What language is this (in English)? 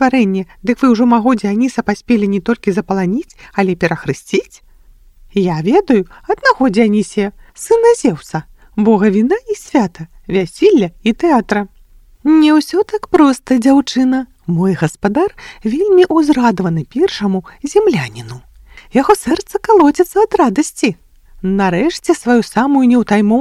Belarusian